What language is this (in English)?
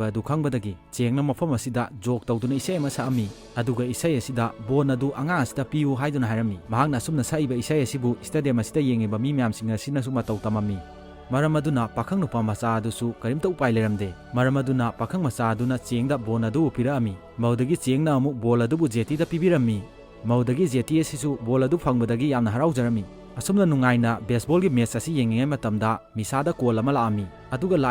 Manipuri